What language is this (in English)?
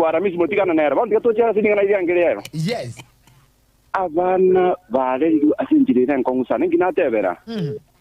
Gusii